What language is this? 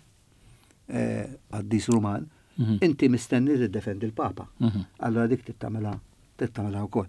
Maltese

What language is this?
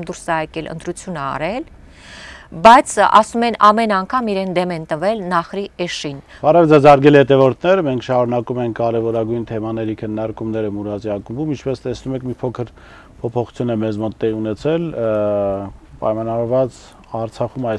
Armenian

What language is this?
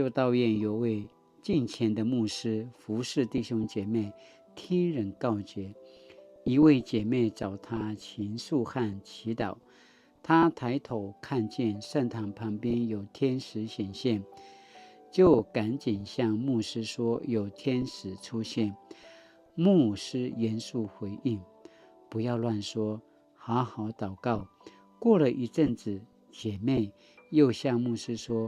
Paiwan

